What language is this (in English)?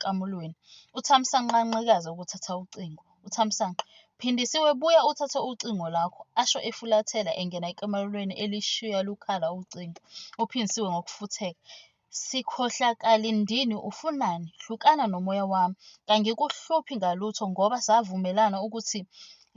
Zulu